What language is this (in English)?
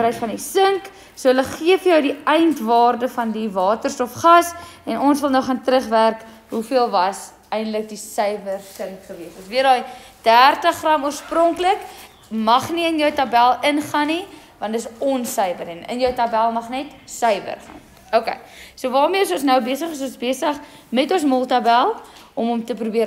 Afrikaans